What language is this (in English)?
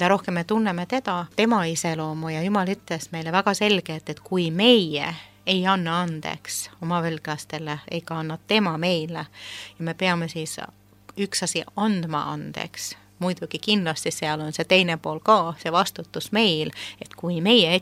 Estonian